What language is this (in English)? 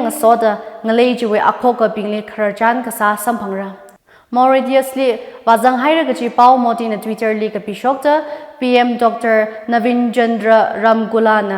Tangkhul Naga (India)